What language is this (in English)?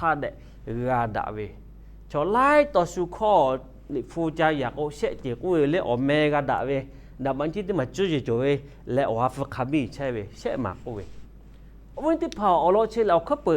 Lahu